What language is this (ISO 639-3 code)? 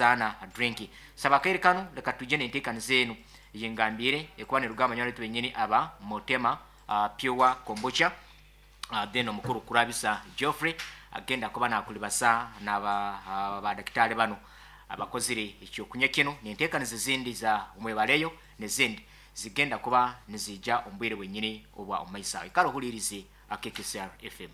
nyo